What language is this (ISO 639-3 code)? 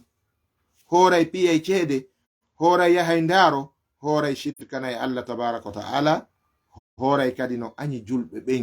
ful